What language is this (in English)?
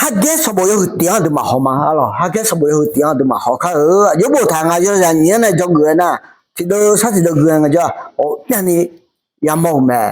Akha